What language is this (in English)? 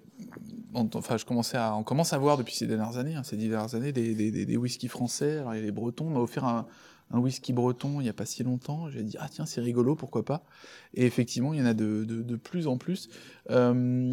French